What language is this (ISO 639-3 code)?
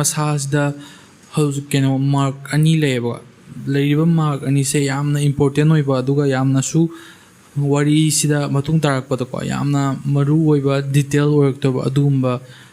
mni